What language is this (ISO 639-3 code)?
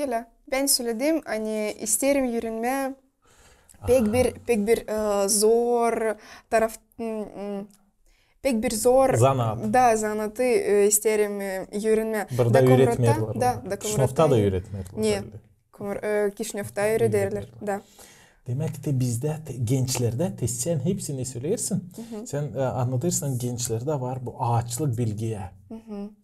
gag